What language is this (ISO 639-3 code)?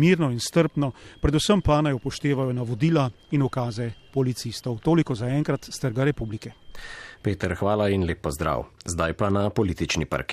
slv